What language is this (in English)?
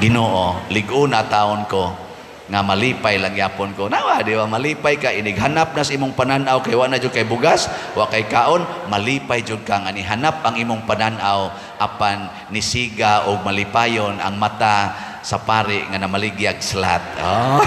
Cebuano